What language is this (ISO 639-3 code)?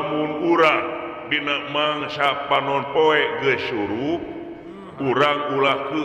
sun